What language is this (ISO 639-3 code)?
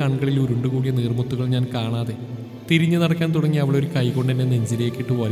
mal